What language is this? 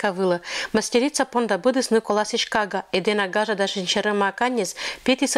Komi-Permyak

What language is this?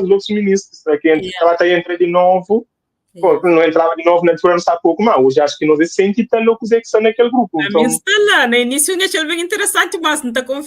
Kabuverdianu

